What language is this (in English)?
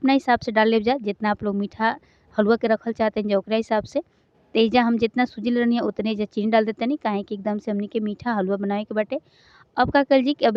Bhojpuri